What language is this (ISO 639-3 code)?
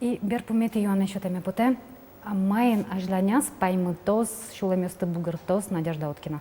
udm